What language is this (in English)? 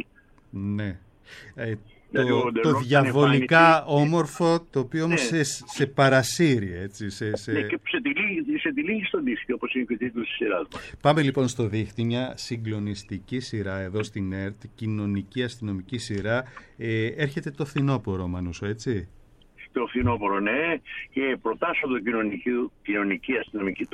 Greek